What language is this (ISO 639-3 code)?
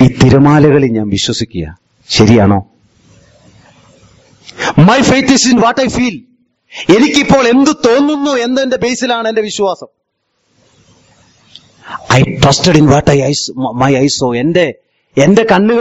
mal